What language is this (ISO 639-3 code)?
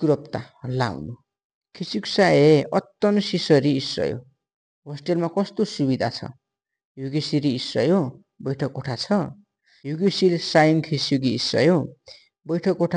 nep